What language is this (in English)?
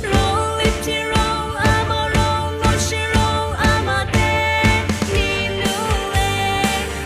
Lisu